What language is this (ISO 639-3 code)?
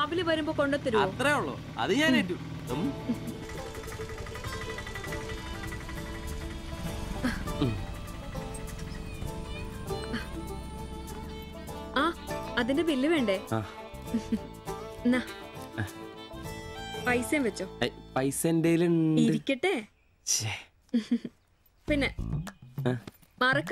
mal